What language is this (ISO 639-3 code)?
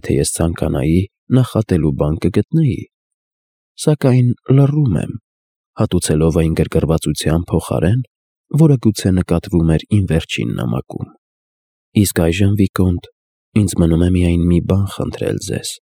hye